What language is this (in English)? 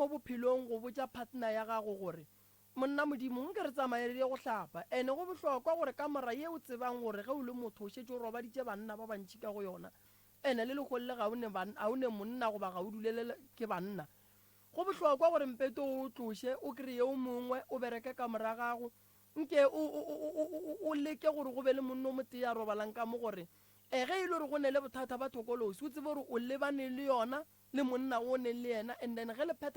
Northern Sotho